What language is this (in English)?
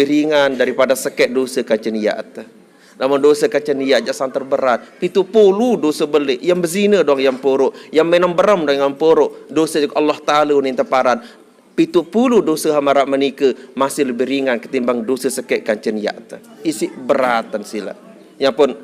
Sasak